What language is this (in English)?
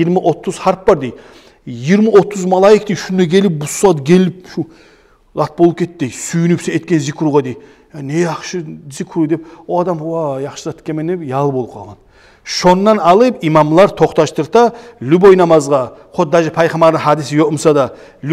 Kumyk